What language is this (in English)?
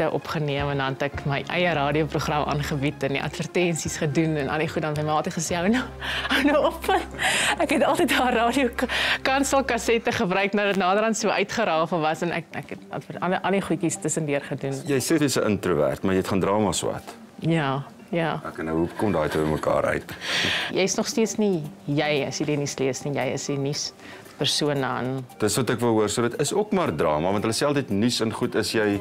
Afrikaans